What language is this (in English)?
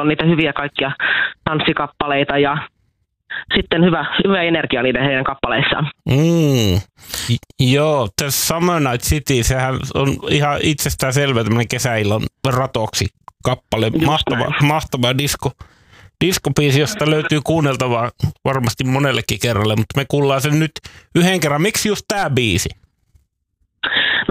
Finnish